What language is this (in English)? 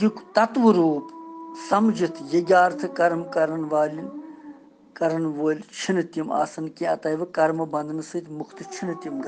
Kashmiri